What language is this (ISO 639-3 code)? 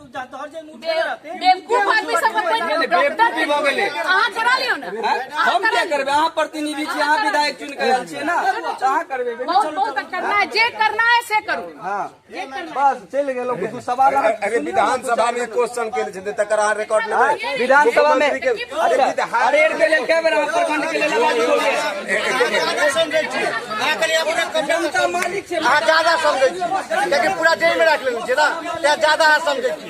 mai